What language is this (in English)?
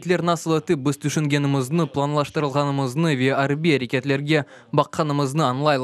Crimean Tatar